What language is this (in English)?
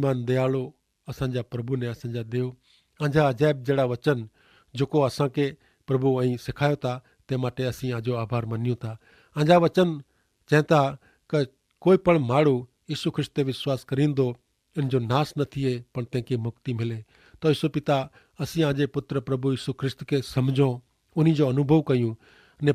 Kachhi